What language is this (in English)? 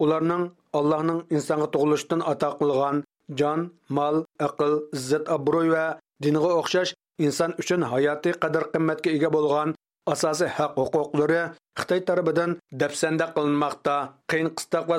Uyghur